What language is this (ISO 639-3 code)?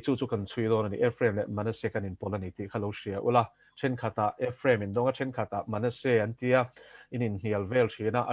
lus